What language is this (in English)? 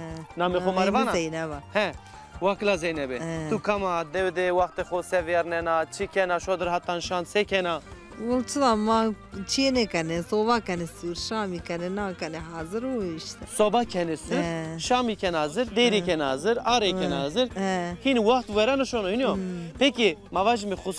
Zaza